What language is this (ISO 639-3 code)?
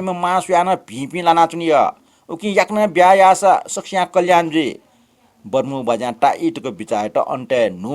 new